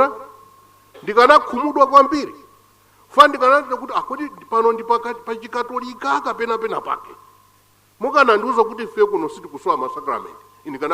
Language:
Nyanja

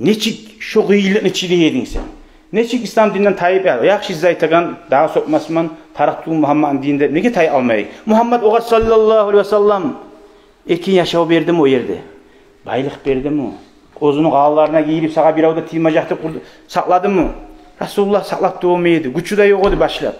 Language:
Kumyk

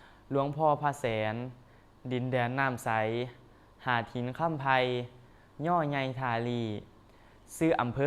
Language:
Northeastern Thai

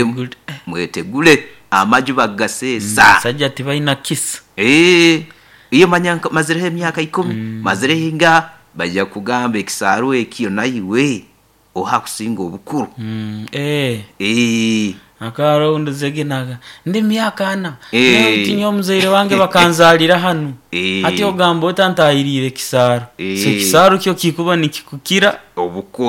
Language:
Nyoro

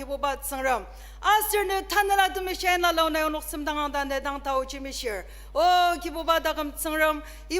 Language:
Ao Naga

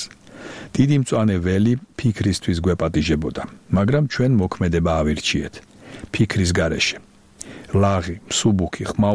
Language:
Georgian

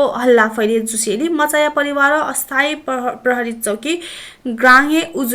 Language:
Newari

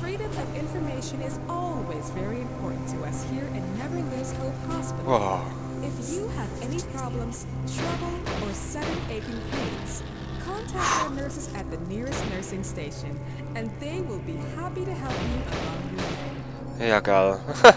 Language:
Swiss German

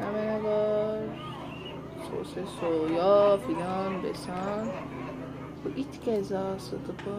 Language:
South Azerbaijani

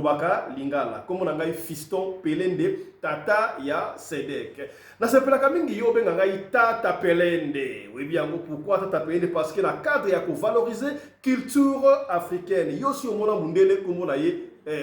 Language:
Lingala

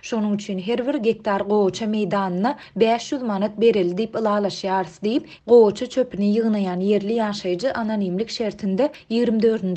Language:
Turkmen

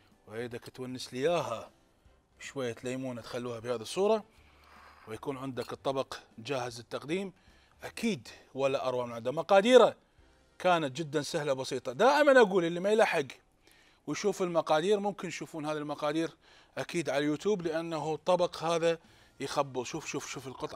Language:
Mesopotamian Arabic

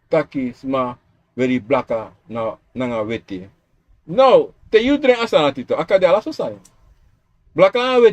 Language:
Sranan Tongo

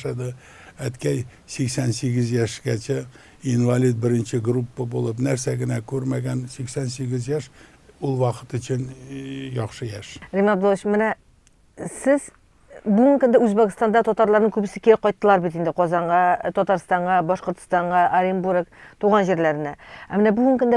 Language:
Tatar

